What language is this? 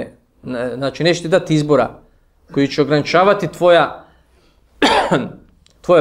Bosnian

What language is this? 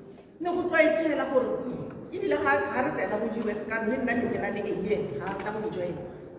Tswana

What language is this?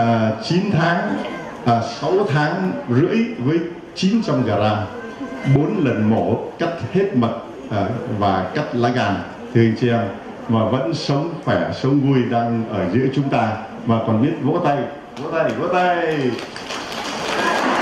Vietnamese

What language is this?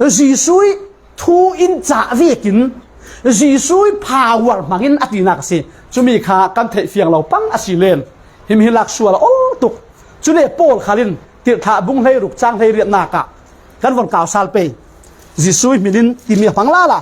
Falam Chin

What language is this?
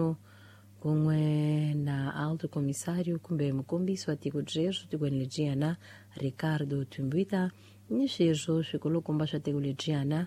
Tsonga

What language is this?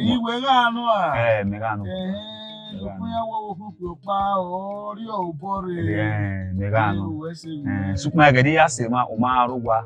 Bini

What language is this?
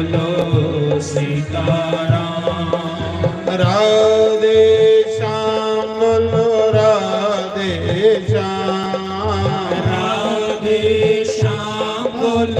Dogri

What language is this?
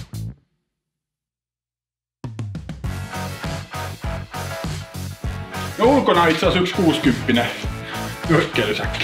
Finnish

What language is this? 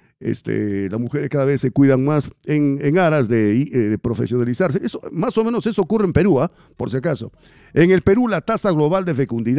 Spanish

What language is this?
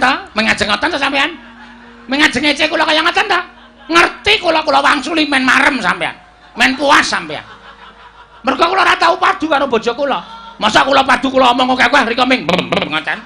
Javanese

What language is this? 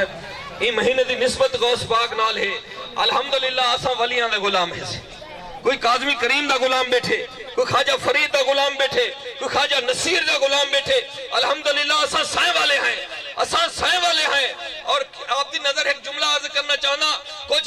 Saraiki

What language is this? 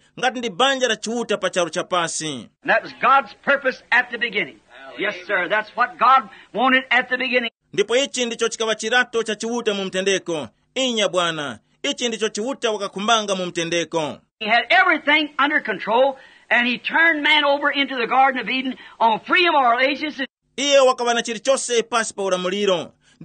Tumbuka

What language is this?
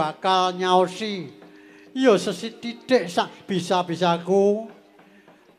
Javanese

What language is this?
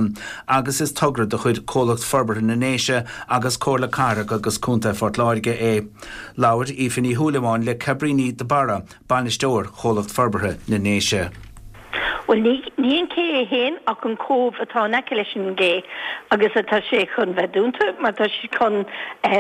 Irish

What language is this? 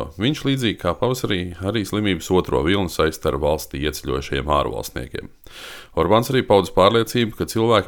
Latvian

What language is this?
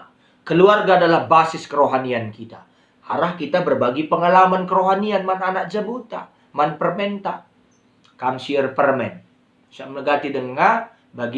Batak Karo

